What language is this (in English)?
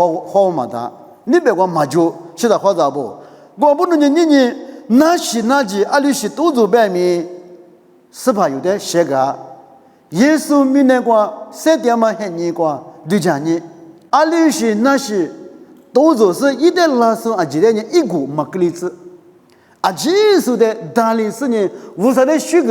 Lisu